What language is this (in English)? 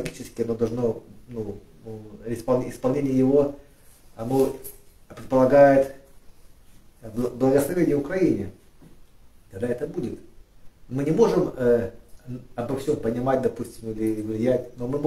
Russian